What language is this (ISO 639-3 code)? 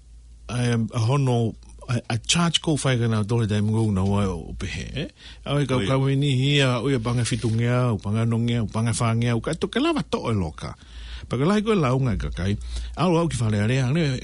ton